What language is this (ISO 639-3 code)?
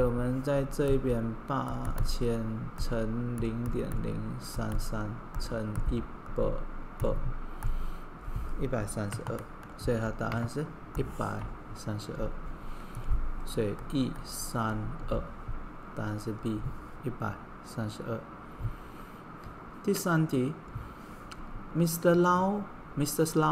zho